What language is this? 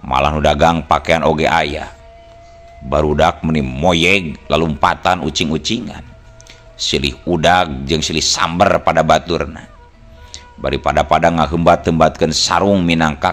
Sundanese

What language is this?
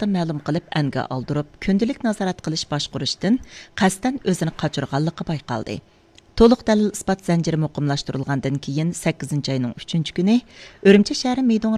Uyghur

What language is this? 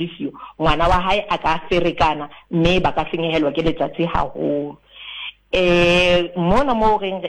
Southern Sotho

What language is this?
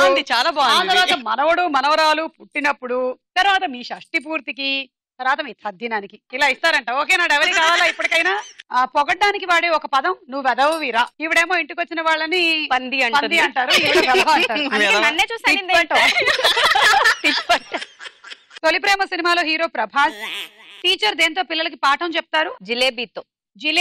Telugu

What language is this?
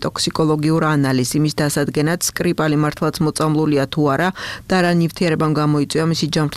Georgian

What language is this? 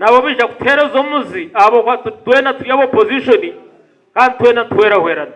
Nyankole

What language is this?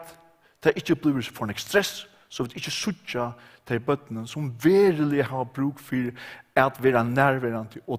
Faroese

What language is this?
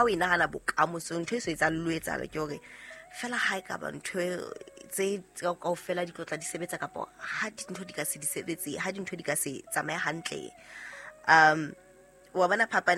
Southern Sotho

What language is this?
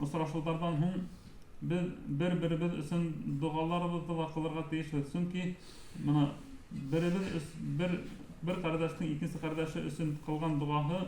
Bashkir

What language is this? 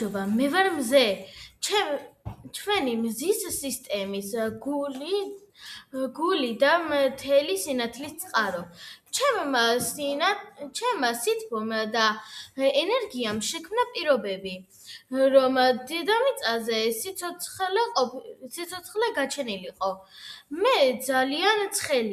Georgian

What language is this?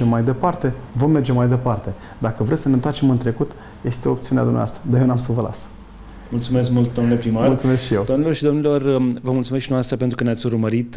Romanian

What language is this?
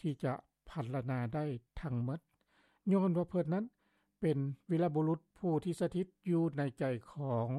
Lao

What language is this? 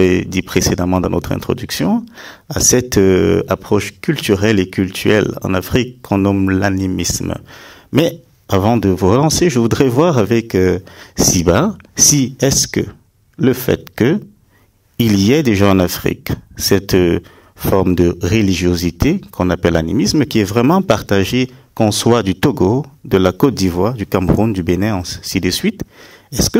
French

